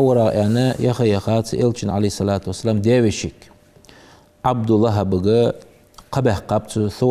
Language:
Ingush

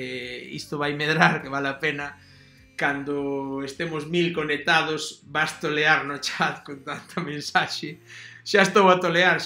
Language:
Galician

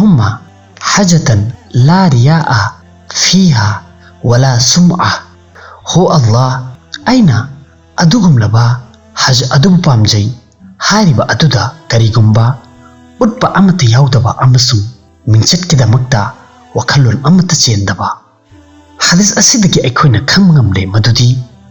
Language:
Manipuri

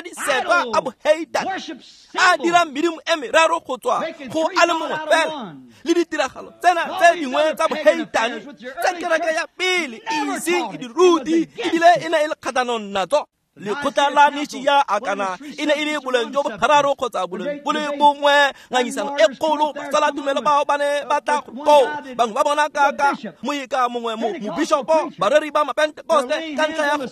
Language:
Tswana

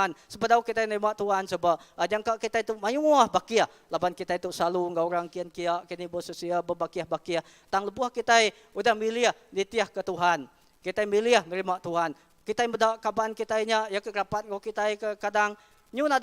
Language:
Iban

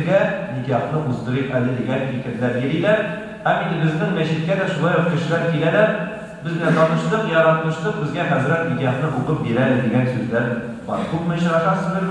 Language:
Tatar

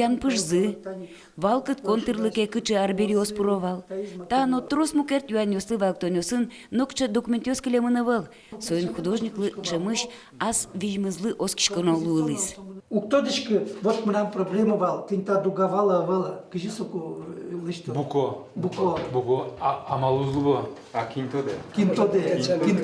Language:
Udmurt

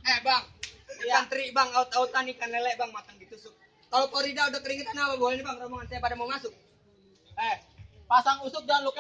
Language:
Betawi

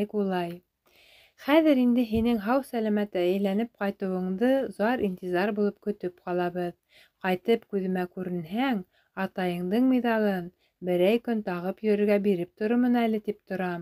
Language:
Bashkir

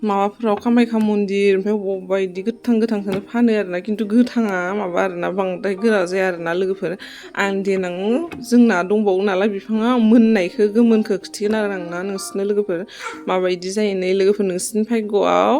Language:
Bodo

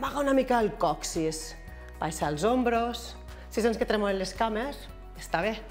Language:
Catalan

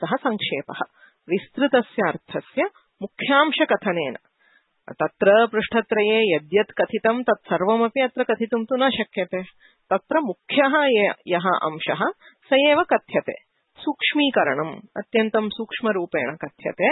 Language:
Sanskrit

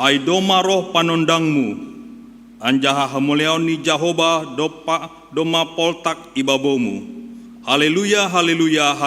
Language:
Batak Simalungun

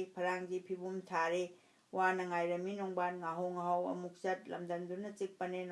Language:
Manipuri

